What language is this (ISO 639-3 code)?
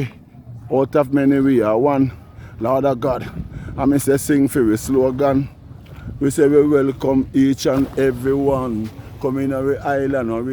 jam